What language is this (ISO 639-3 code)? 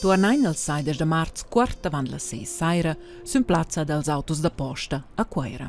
roh